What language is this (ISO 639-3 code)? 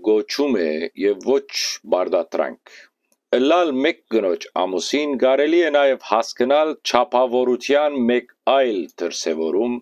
hyw